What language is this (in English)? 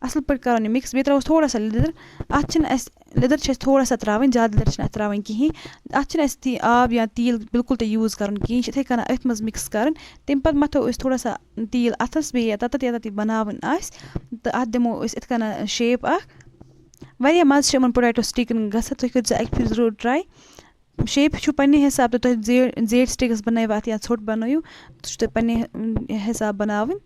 Kashmiri